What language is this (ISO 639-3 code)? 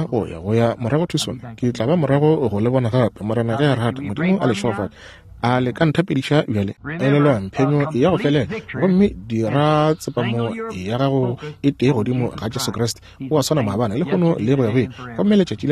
nso